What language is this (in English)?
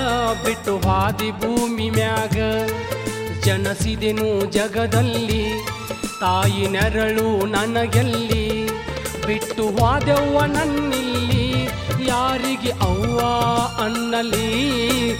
Kannada